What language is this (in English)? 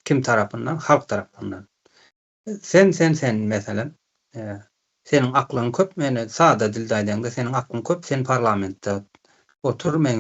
Turkmen